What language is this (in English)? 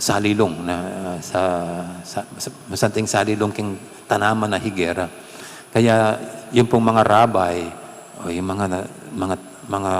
Pampanga